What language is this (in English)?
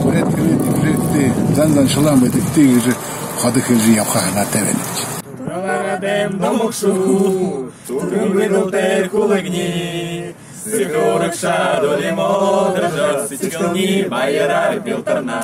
Buriat